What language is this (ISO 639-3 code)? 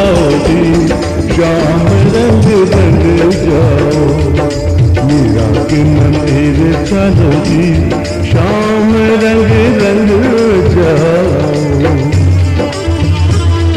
hin